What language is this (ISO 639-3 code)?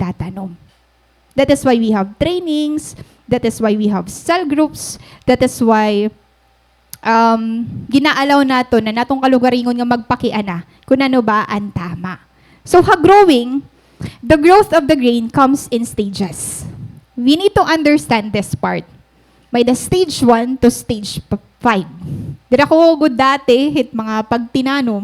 war